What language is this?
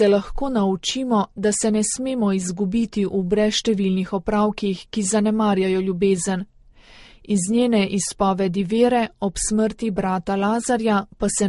Slovenian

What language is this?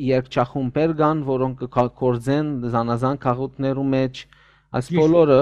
Western Armenian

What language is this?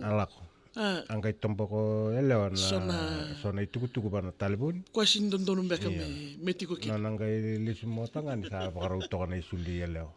Fijian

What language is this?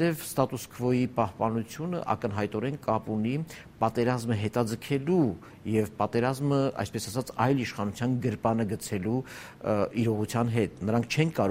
Armenian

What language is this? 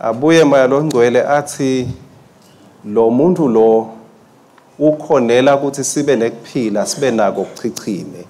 Swati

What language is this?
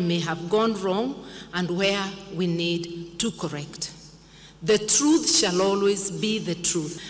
Kamba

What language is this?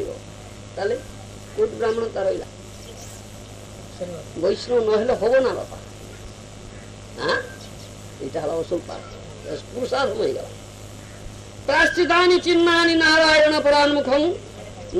Odia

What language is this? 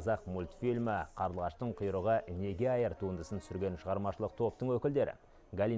Kazakh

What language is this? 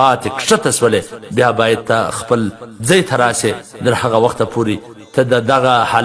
Pashto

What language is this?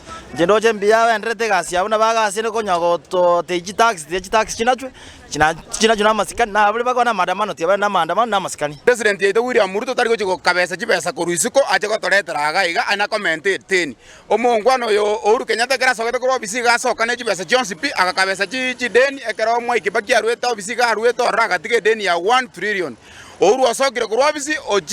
Gusii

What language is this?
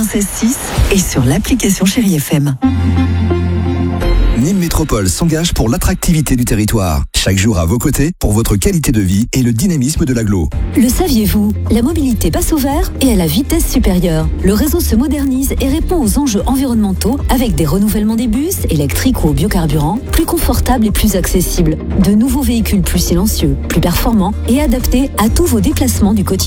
French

